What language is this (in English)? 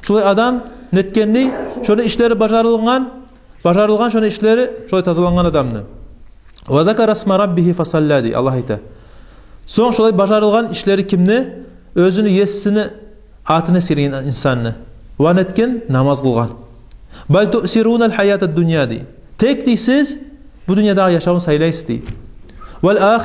Kumyk